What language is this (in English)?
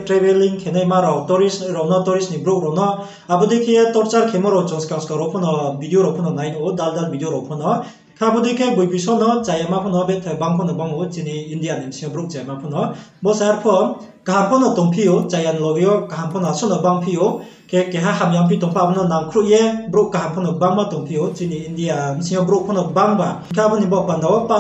Riang (India)